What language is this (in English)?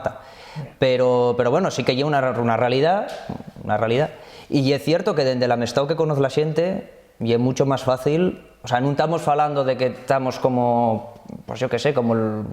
Asturian